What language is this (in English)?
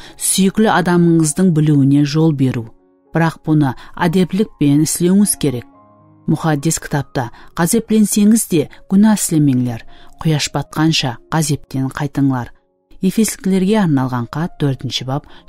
Kara-Kalpak